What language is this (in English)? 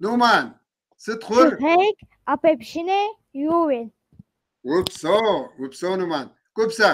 Kabardian